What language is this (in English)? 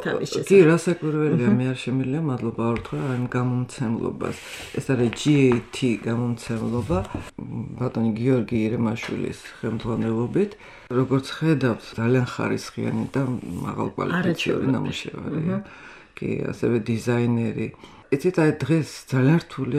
Georgian